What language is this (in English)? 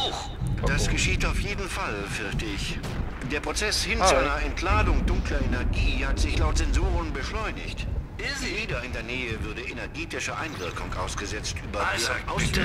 Swiss German